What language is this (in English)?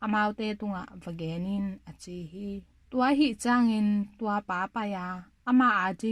Tedim Chin